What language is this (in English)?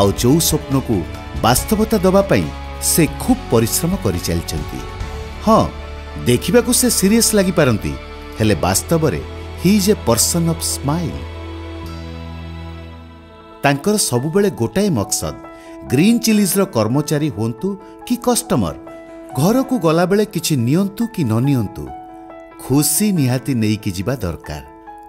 Odia